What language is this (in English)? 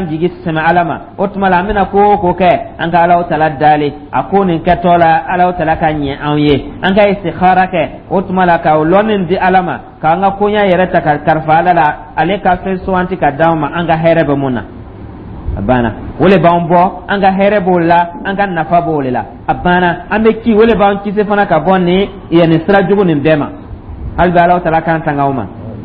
Dyula